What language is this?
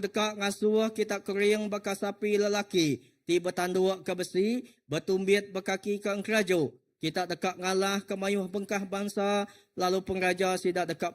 Iban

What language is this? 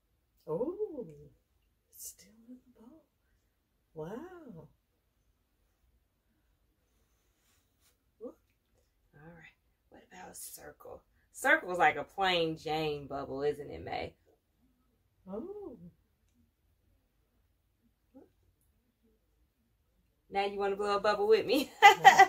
English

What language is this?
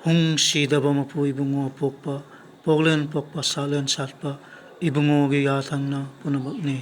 Manipuri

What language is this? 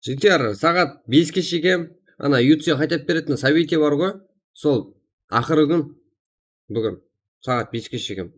Kara-Kalpak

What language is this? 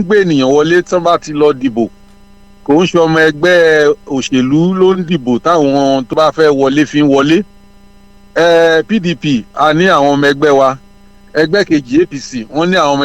Yoruba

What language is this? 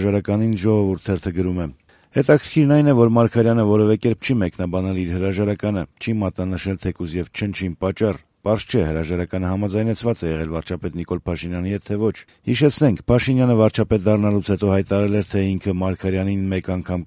Armenian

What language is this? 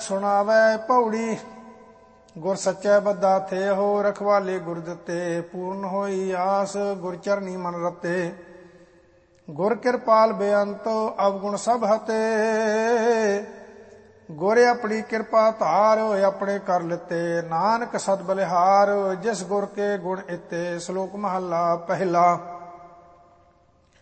Punjabi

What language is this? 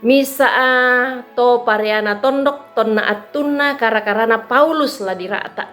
Toraja-Sa'dan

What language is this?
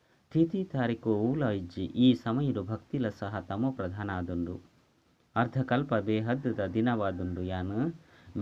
Tulu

